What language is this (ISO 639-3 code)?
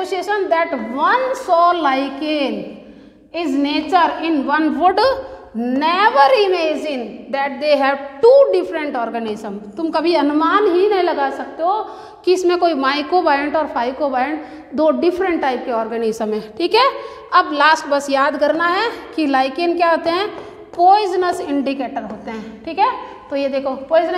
hin